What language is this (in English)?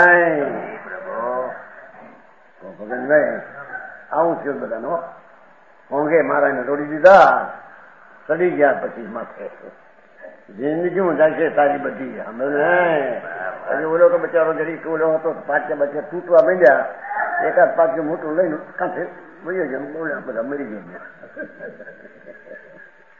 Gujarati